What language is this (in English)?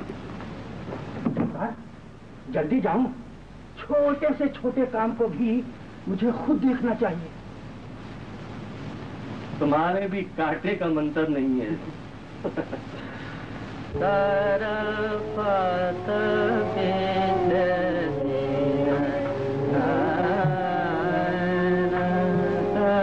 Hindi